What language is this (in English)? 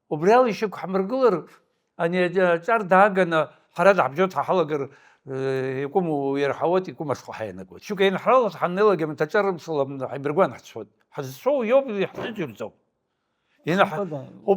Abkhazian